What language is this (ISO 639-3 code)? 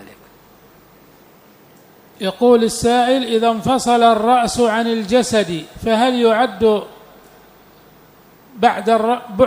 ara